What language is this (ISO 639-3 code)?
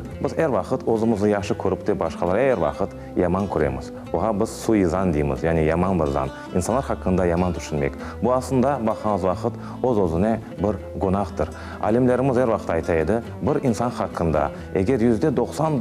crh